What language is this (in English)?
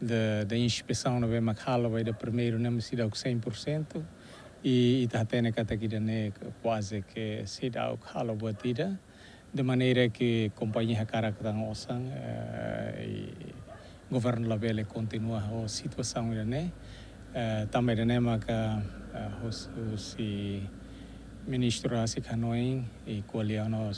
Tetum